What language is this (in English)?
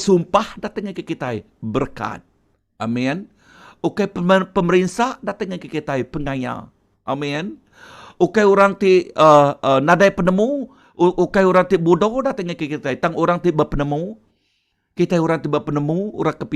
Iban